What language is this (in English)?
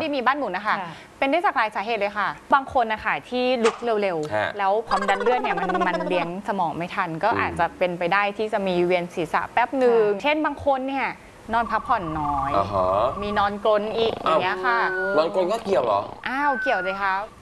Thai